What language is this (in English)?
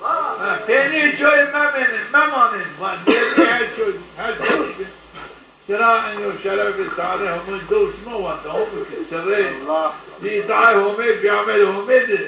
Zaza